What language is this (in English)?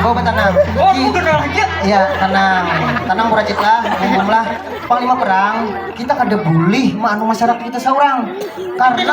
Banjar